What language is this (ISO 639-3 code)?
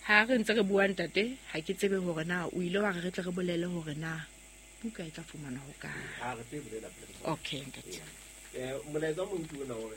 sot